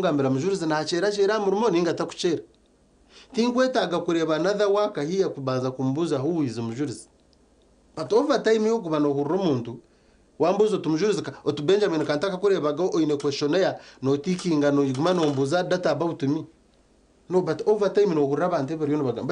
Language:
Nyankole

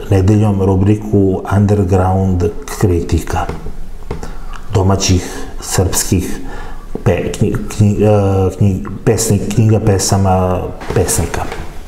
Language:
Serbian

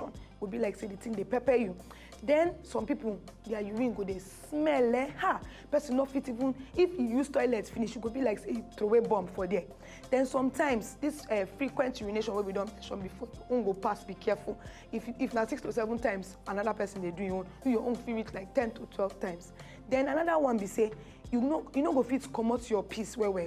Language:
Nigerian Pidgin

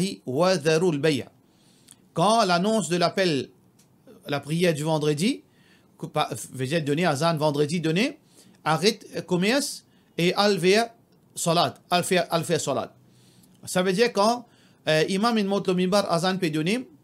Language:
Morisyen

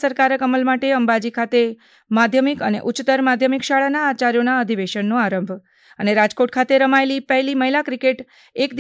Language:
Gujarati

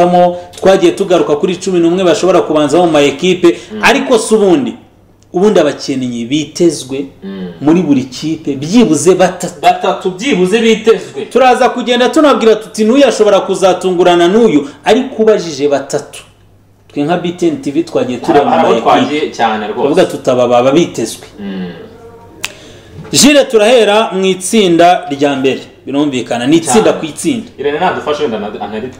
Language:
Kinyarwanda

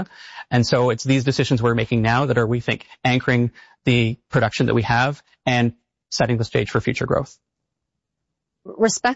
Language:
English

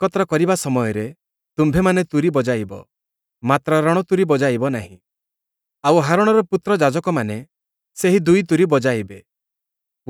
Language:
Odia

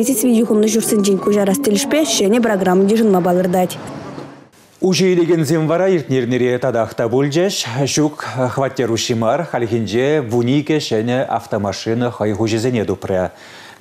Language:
Chuvash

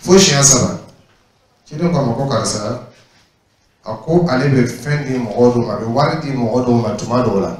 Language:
Dyula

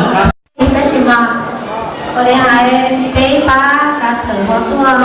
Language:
Hmong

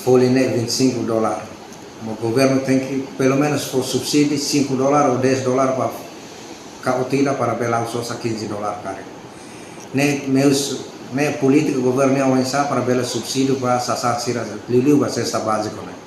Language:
Tetum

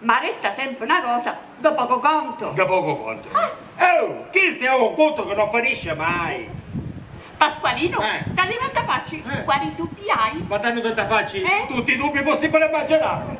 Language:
Sicilian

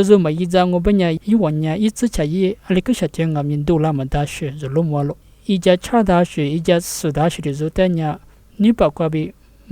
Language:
Lisu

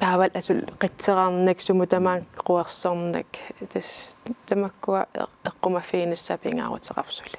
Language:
Kalaallisut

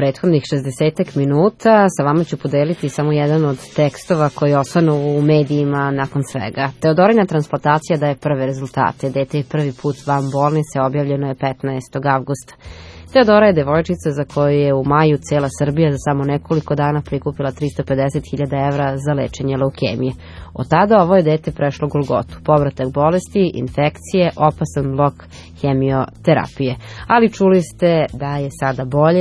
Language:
Serbian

